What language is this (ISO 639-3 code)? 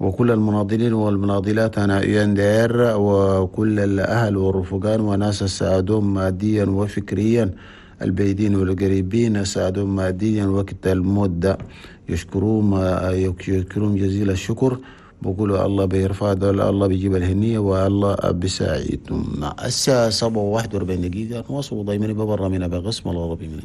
shu